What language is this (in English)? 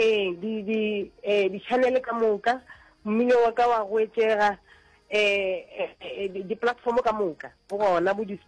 Northern Sotho